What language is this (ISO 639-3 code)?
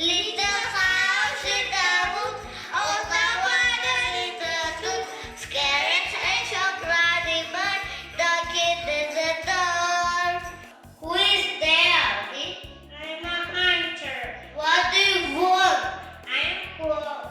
crh